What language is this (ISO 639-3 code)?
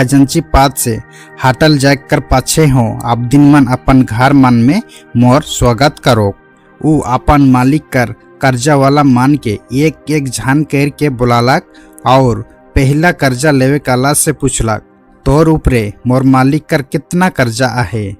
sck